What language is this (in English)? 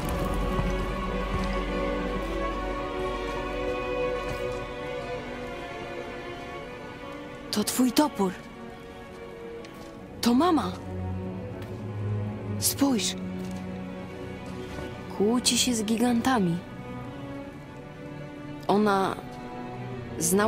Polish